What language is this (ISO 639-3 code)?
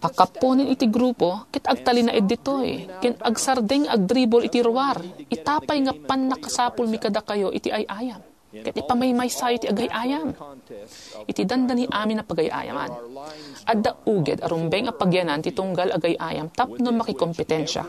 ilo